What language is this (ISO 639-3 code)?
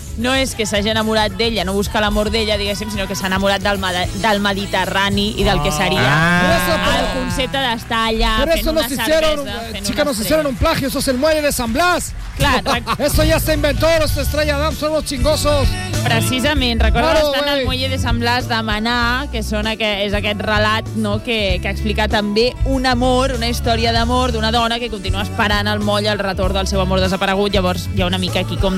cat